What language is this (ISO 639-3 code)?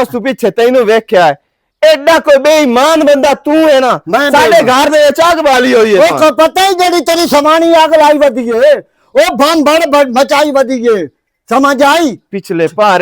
lah